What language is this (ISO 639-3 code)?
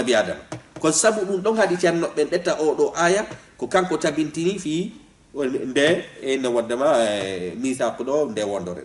ful